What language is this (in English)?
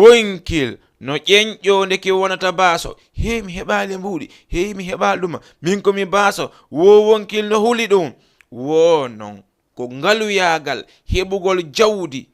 Fula